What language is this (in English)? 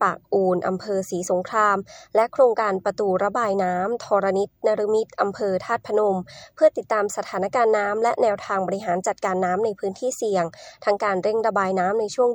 Thai